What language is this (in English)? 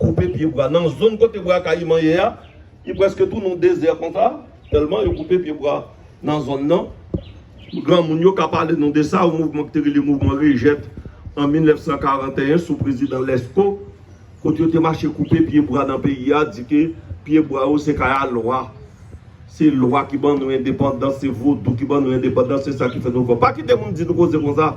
Haitian Creole